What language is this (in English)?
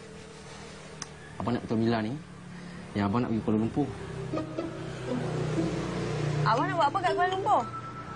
Malay